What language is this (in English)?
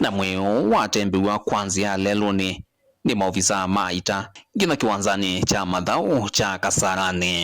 Kamba